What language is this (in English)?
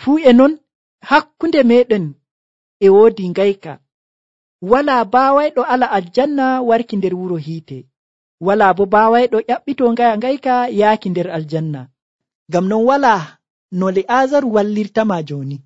Nigerian Fulfulde